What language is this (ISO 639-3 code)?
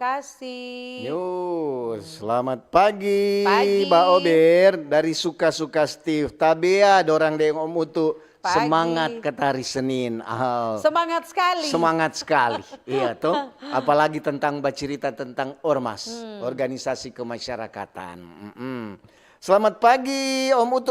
xmm